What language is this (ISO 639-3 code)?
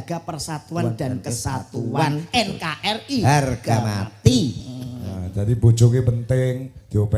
jav